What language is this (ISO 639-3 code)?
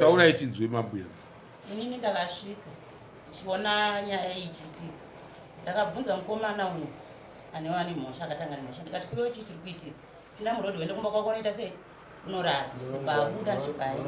sna